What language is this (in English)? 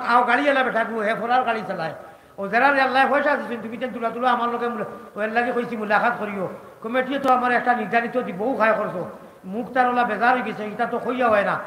Sylheti